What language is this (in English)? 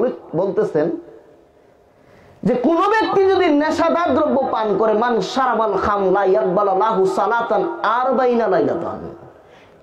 Bangla